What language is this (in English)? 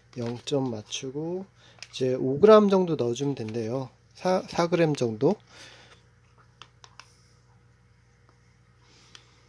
Korean